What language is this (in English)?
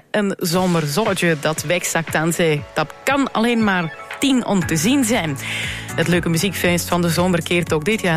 Dutch